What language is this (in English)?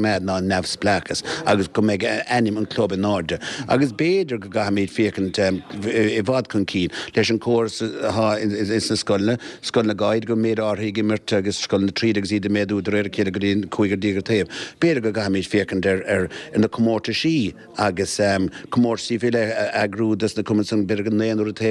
Irish